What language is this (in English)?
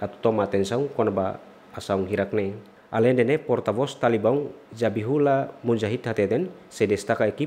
Tetum